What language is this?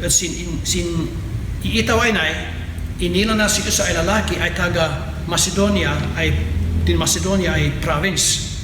Kankanaey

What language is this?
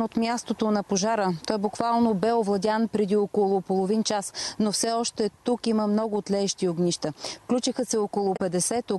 Bulgarian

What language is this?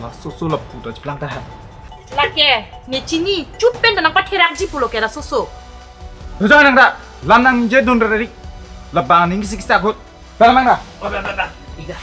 Karbi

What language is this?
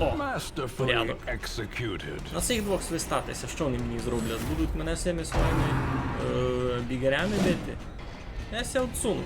Rusyn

